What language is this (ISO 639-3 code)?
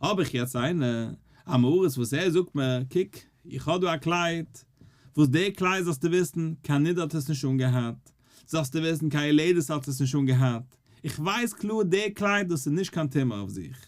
yid